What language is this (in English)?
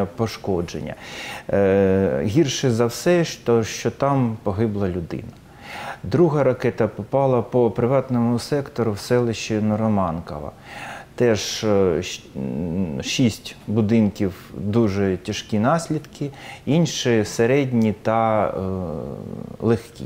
Ukrainian